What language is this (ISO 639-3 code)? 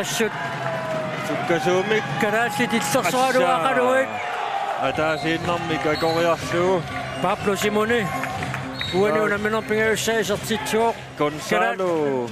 kal